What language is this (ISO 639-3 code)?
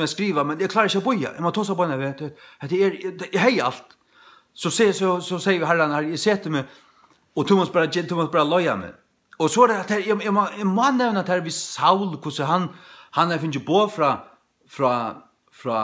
fao